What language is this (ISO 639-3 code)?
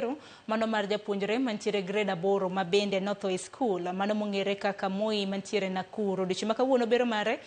luo